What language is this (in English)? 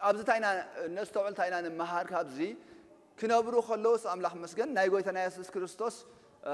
Tigrinya